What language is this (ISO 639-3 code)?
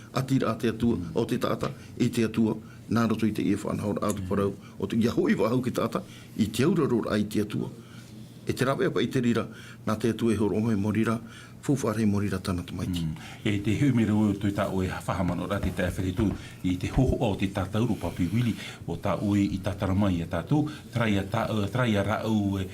tah